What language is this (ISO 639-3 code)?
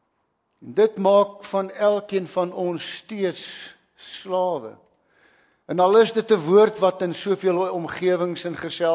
afr